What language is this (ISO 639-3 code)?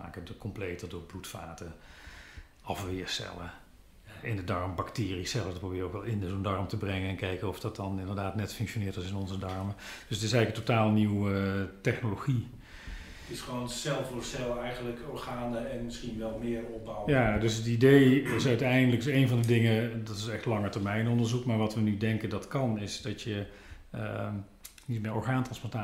nld